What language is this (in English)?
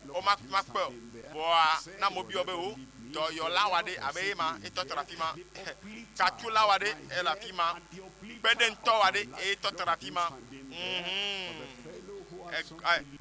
Ewe